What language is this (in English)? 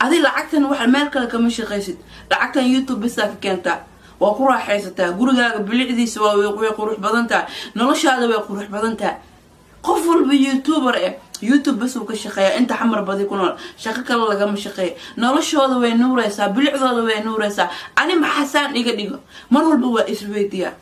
Somali